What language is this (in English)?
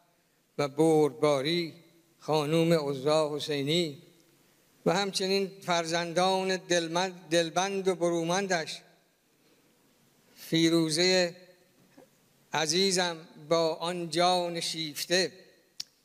Persian